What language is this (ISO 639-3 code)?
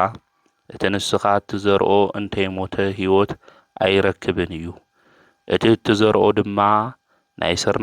tir